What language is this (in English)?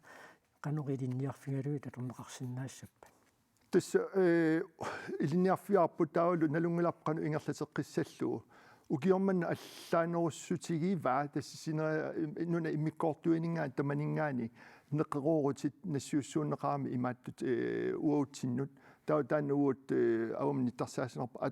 Kalaallisut